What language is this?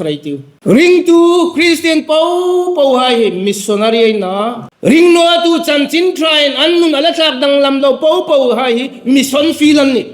Hmar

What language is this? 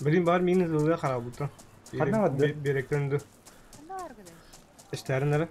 Yakut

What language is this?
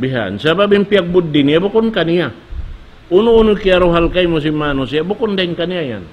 Tausug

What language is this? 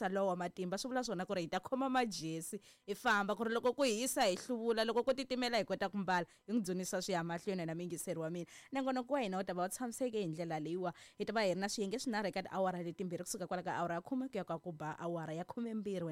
Tsonga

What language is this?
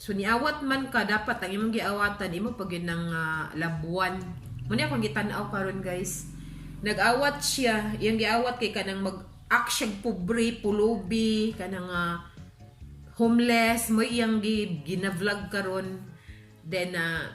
Cebuano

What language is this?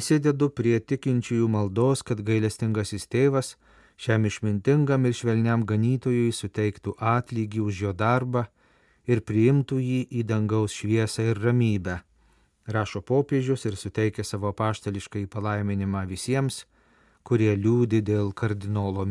Lithuanian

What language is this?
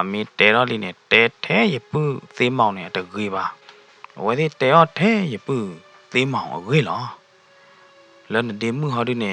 S'gaw Karen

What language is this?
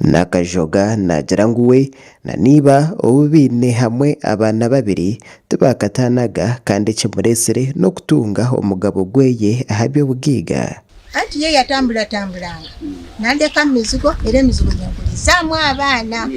Nyankole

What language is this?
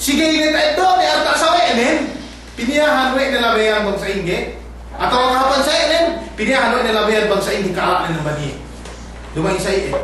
Yakan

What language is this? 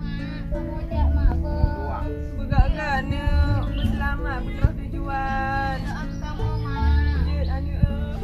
Achinese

